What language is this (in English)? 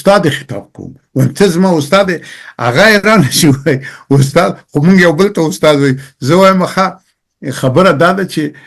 Pashto